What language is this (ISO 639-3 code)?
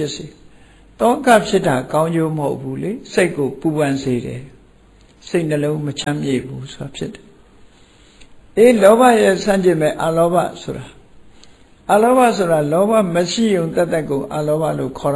mya